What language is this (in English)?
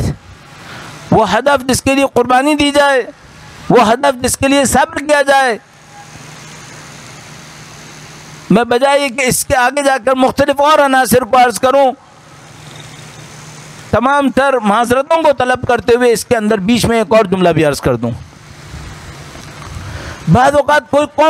Urdu